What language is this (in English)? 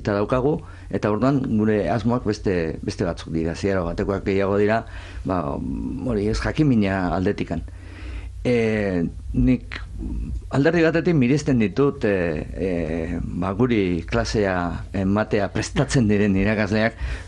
Basque